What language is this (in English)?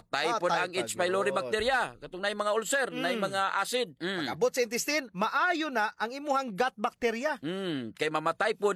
Cebuano